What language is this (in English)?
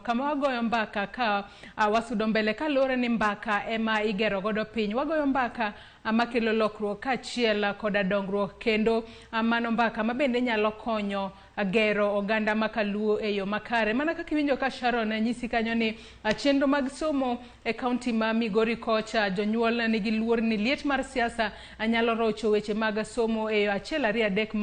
Luo (Kenya and Tanzania)